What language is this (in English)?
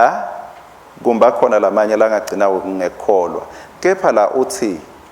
Swati